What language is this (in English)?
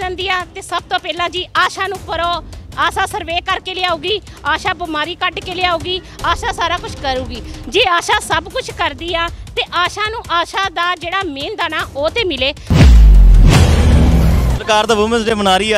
Punjabi